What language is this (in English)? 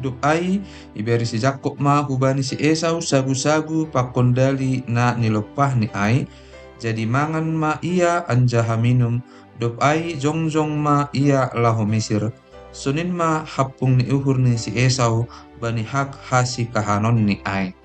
Batak Simalungun